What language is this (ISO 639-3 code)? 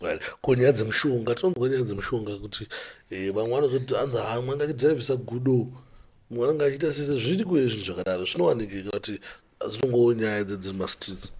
sna